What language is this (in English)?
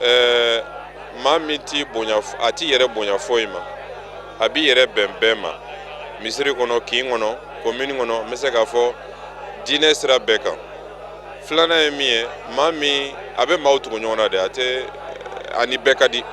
Bambara